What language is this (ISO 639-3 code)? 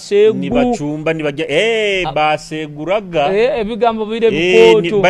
nyo